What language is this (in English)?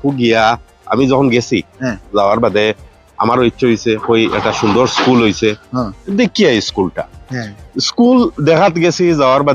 Sylheti